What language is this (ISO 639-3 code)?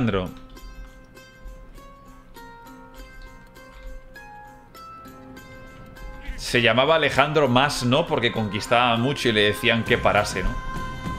spa